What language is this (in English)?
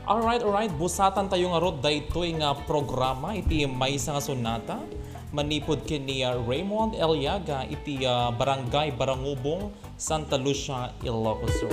Iloko